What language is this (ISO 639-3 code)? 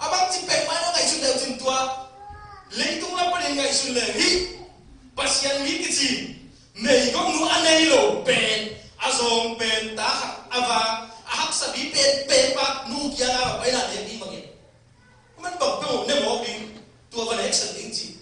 ctd